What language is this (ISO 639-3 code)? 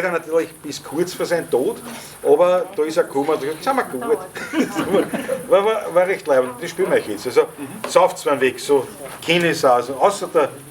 bar